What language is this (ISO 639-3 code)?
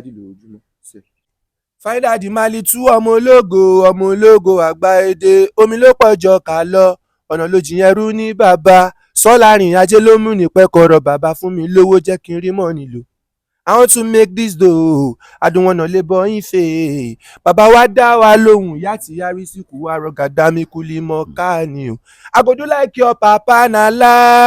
yor